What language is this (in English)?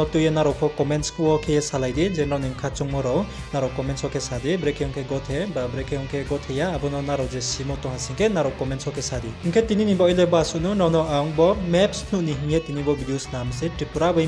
Riang (India)